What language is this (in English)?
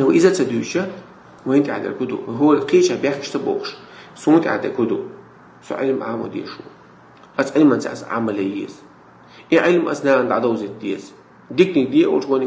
Chechen